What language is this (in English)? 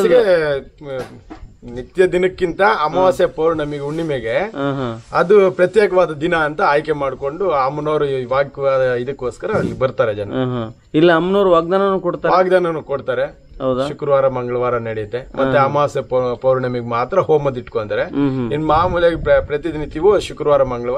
Kannada